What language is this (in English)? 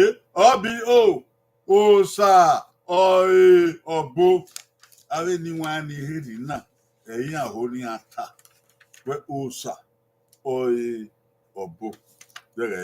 Bini